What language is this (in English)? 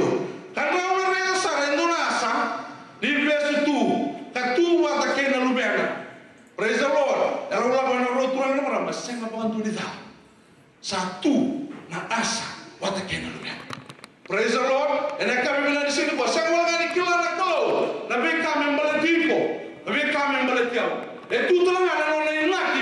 Fijian